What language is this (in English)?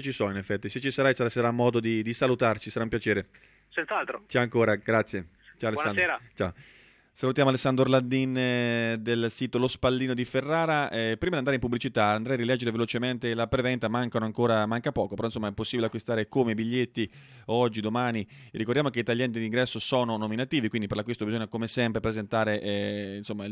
Italian